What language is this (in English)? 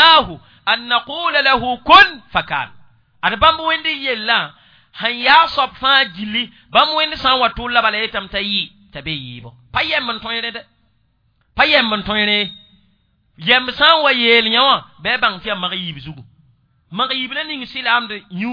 Mossi